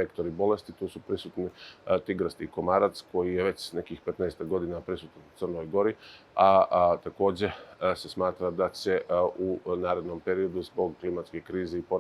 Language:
Bosnian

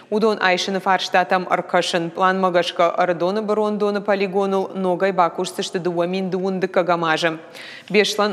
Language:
Ossetic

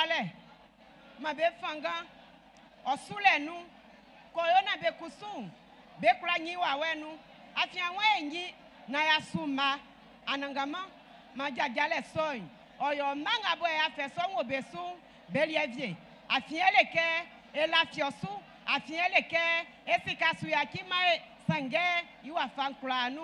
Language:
Baoulé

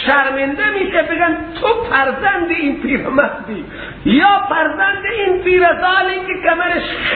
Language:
Persian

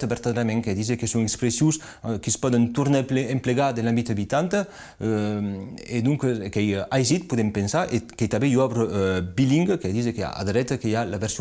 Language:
Occitan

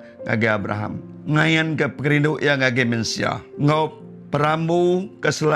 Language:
Iban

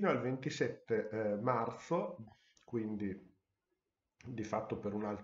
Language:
Italian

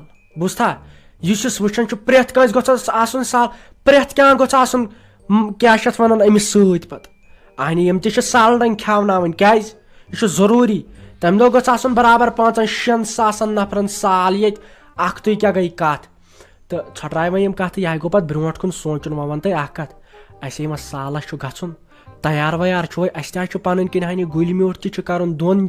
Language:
Kashmiri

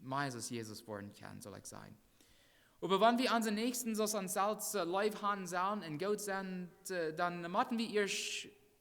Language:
Plautdietsch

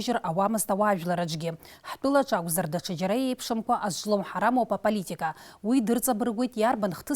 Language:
Abkhazian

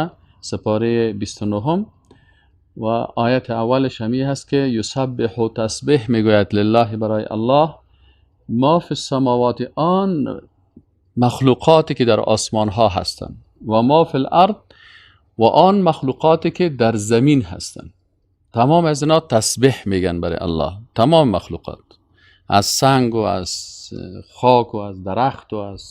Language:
Persian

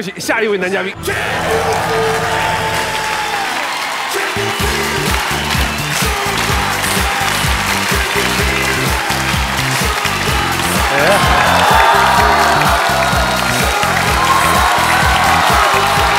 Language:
Chinese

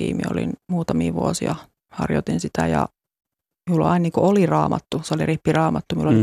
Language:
Finnish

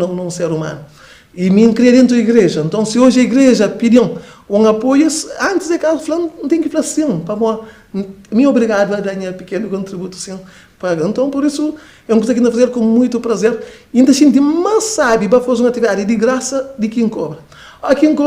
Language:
Kabuverdianu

